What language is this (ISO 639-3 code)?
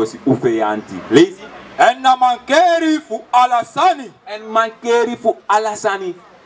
srn